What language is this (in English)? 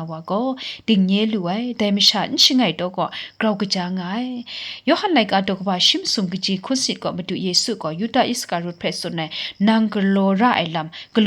Kachin